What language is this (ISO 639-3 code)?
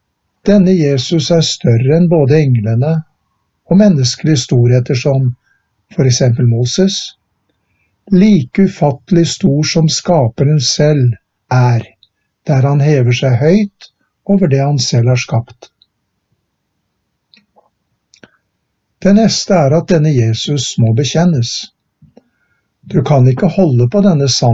nor